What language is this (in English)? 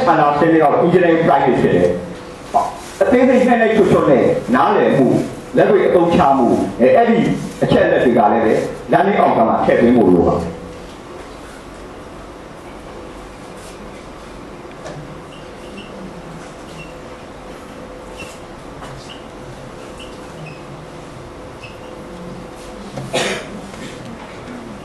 Burmese